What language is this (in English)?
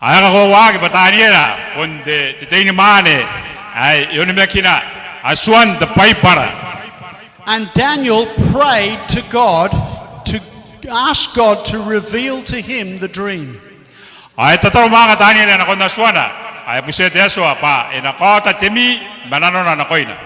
Gilbertese